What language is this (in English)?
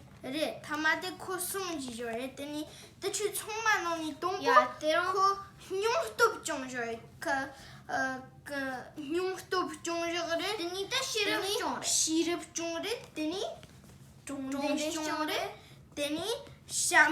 Tibetan